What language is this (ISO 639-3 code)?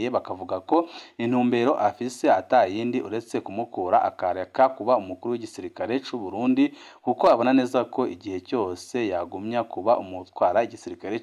run